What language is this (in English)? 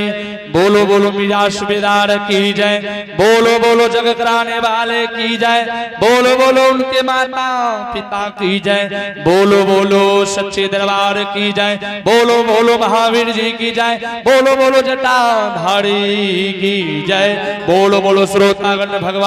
Angika